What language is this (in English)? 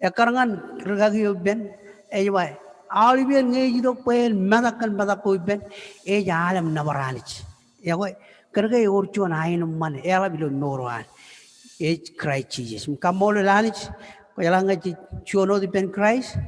Marshallese